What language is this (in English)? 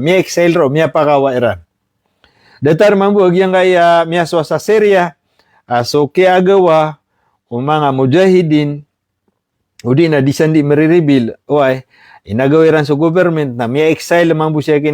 Maranao